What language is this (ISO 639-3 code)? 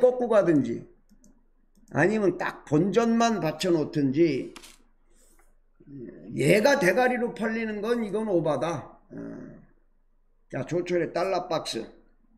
kor